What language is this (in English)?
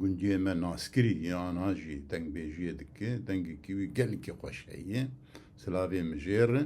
Kurdish